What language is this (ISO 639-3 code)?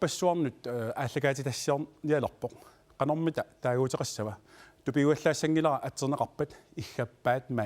kal